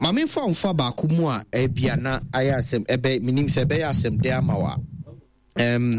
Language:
Akan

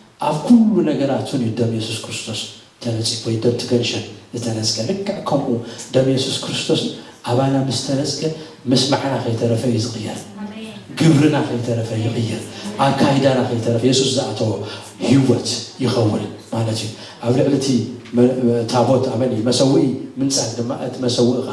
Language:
Tigrinya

